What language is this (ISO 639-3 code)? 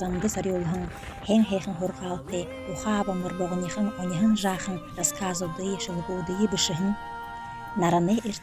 bua